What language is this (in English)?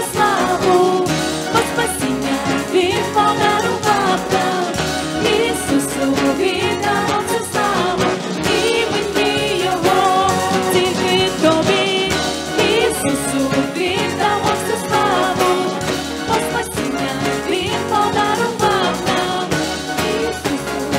Ukrainian